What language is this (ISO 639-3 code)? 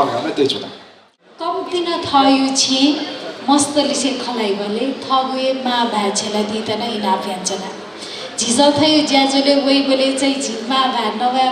new